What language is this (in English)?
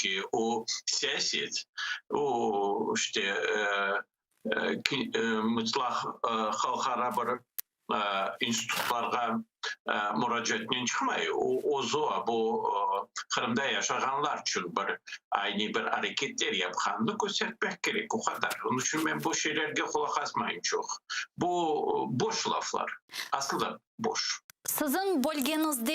Crimean Tatar